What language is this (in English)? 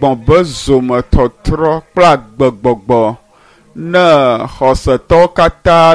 Ewe